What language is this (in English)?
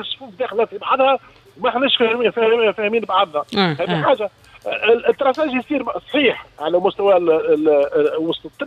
Tunisian Arabic